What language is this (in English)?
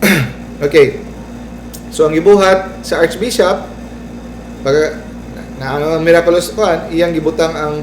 Cebuano